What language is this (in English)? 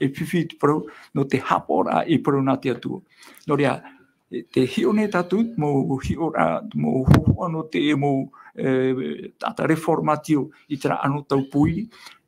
Tahitian